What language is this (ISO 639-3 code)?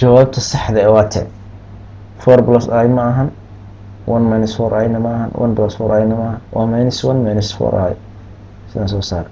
som